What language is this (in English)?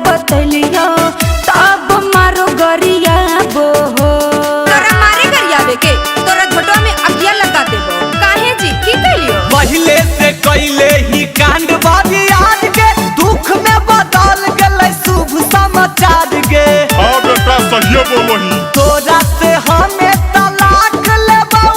Magahi